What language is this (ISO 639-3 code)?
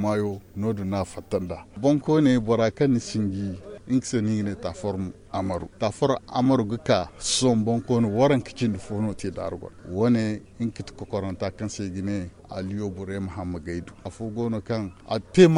dje